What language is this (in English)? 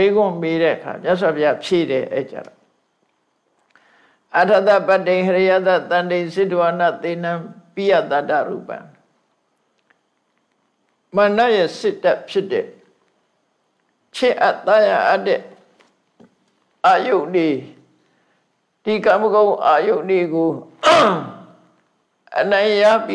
Burmese